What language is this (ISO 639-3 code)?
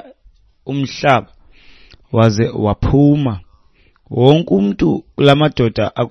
xho